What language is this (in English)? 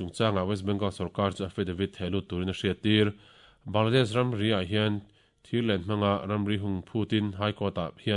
Mizo